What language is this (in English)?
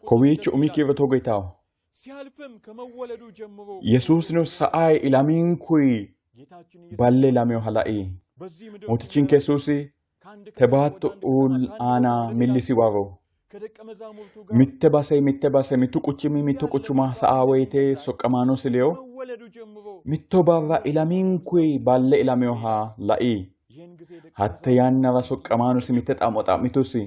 Sidamo